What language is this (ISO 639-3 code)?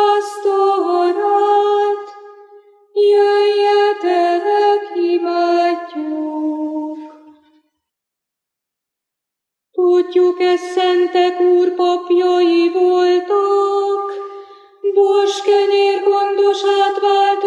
hun